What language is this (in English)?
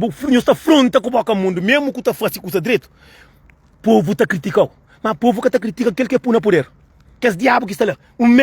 Kabuverdianu